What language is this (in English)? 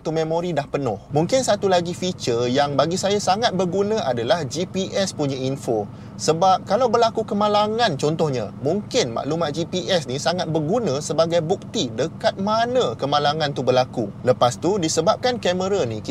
Malay